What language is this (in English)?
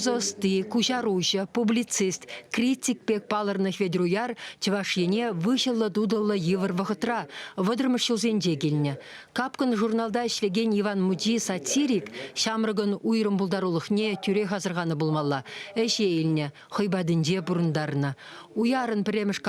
Chuvash